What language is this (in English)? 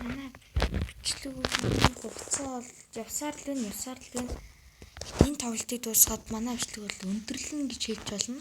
Mongolian